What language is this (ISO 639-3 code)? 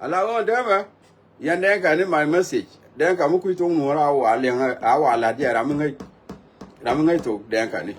nus